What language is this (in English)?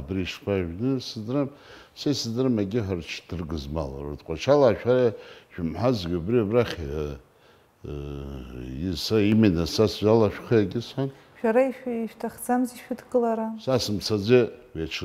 Abkhazian